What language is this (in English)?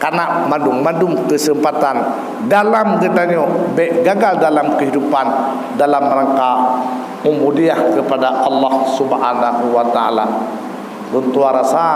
Achinese